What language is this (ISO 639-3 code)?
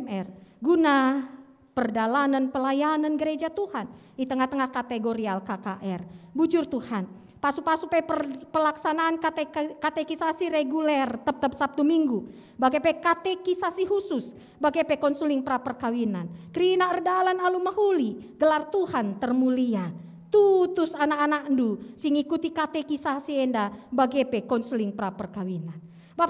btx